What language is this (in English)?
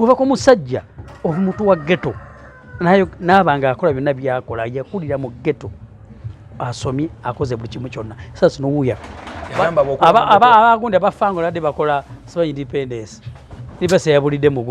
Ganda